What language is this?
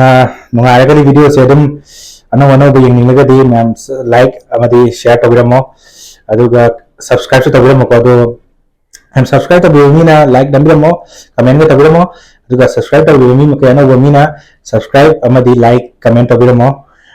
Manipuri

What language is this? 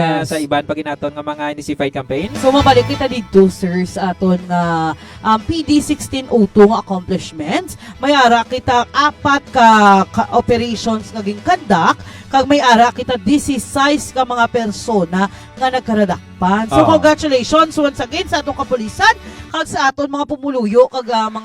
Hiligaynon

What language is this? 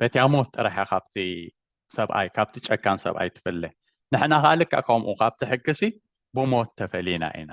Tigrinya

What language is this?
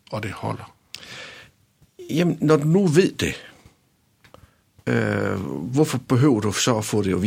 Danish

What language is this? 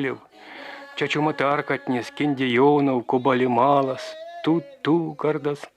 Erzya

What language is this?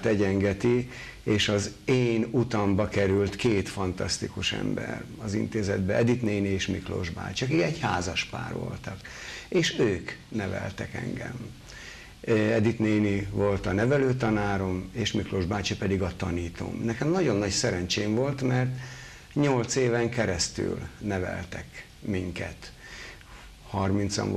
Hungarian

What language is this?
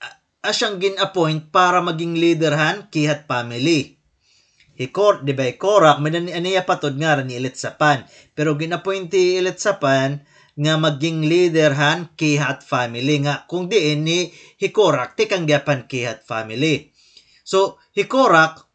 Waray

